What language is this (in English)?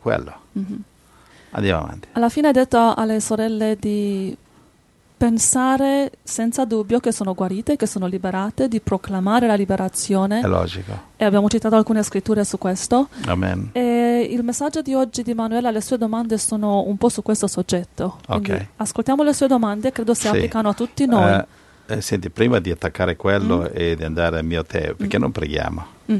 Italian